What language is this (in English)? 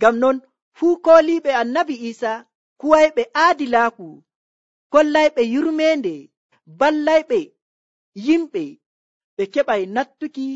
Nigerian Fulfulde